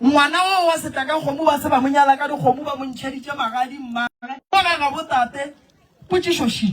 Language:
Northern Sotho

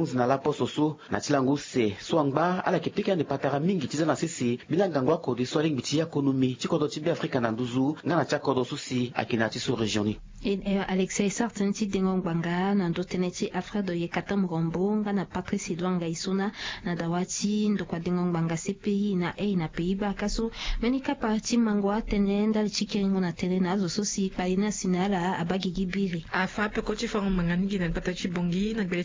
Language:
Sango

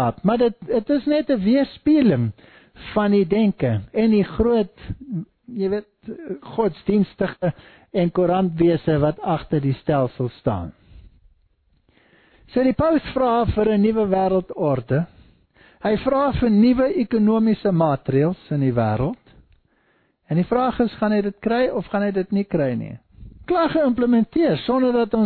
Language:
Afrikaans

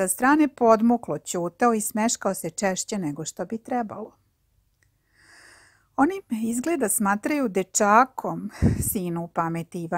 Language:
Serbian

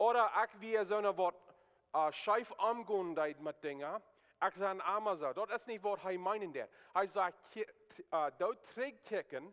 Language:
Plautdietsch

